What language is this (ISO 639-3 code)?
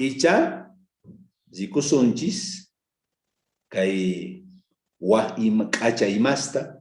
quh